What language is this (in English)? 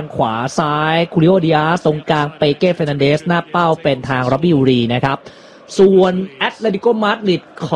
Thai